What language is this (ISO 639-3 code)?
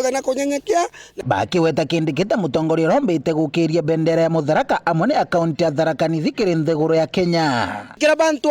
mer